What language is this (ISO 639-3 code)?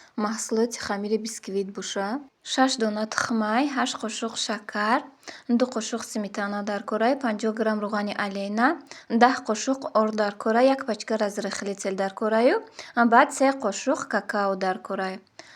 tgk